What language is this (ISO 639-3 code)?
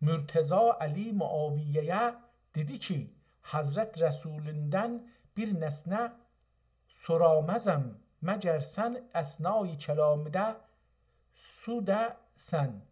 azb